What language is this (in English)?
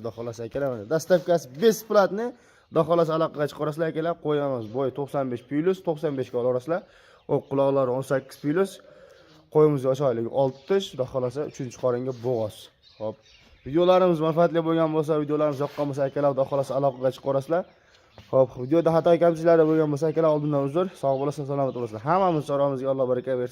Uzbek